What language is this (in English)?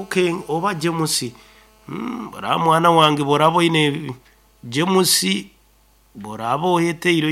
Nyankole